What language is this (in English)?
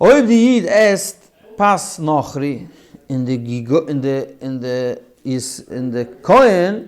Yiddish